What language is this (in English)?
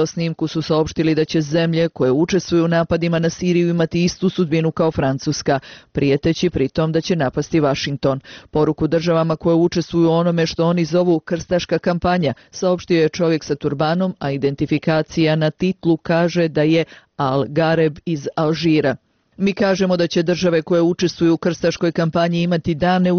Bosnian